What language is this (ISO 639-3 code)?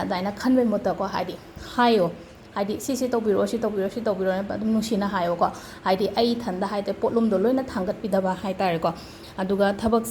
mni